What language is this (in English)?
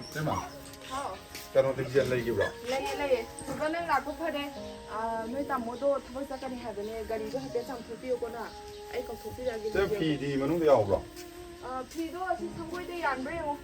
Manipuri